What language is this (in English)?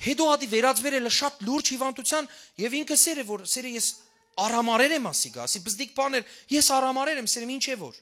Western Armenian